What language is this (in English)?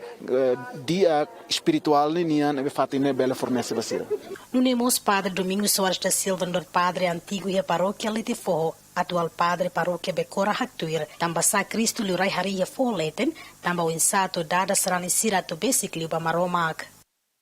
Tetum